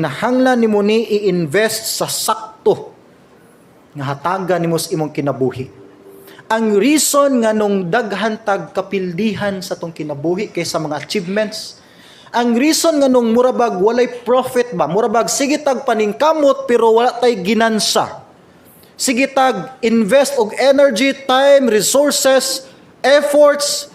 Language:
Cebuano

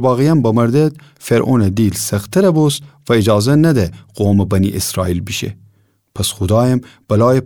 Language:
Gilaki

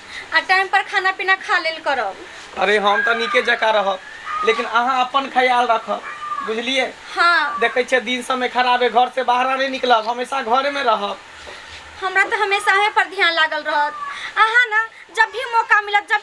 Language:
Maithili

